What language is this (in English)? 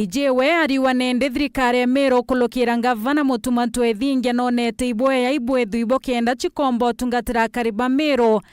Meru